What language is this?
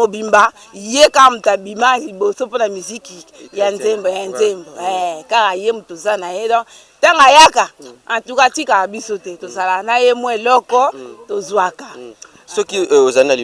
Lingala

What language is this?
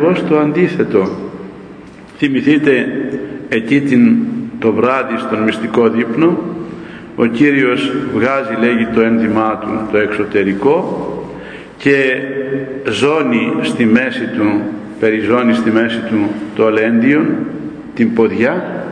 Greek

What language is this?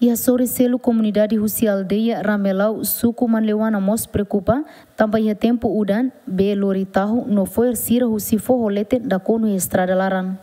Tetum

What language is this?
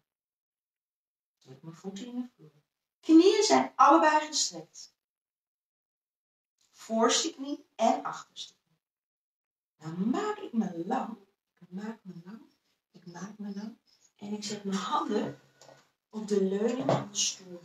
Dutch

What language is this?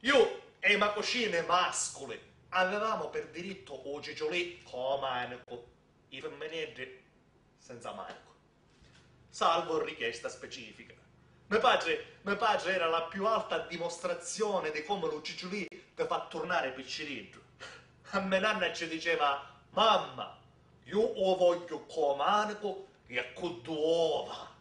Sicilian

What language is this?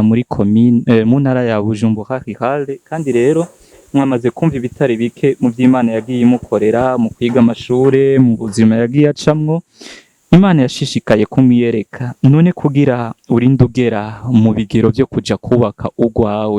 Rundi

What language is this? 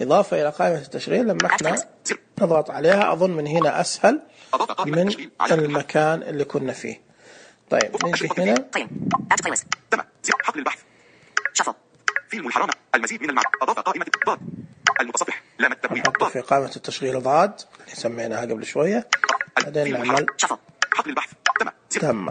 Najdi Arabic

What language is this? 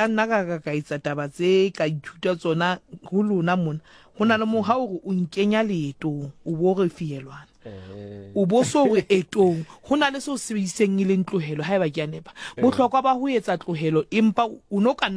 Southern Sotho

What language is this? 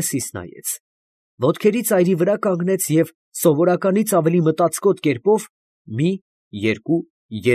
Armenian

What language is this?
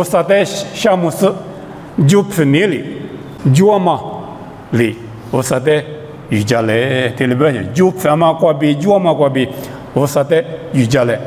Lisu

